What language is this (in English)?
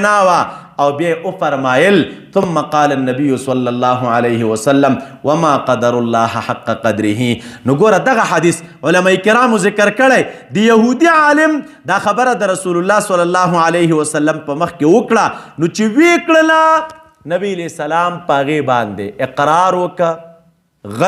Pashto